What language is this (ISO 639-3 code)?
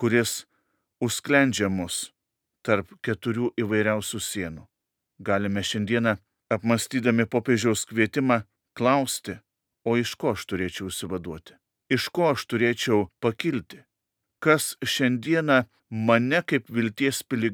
lit